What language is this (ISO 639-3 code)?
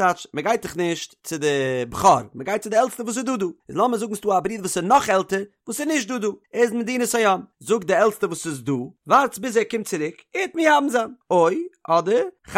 yid